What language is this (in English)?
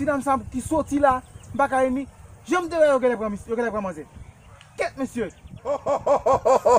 Haitian Creole